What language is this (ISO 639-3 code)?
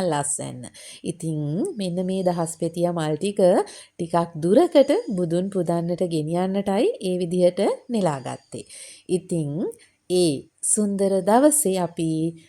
sin